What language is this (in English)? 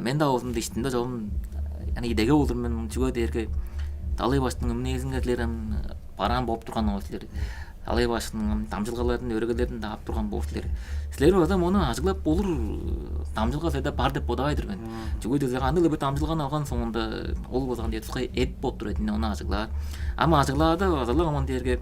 Tuvinian